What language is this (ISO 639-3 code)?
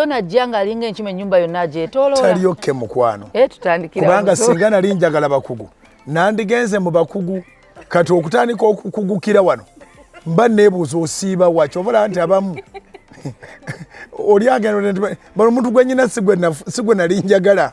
lug